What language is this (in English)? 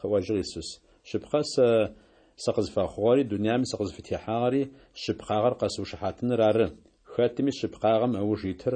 Adyghe